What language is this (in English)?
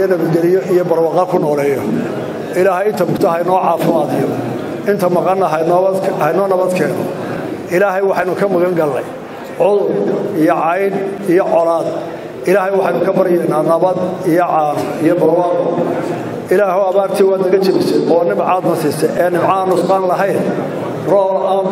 Somali